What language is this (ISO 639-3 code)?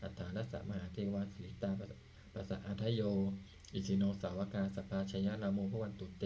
pli